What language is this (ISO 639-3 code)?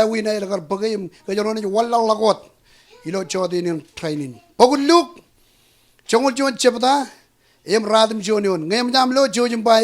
mah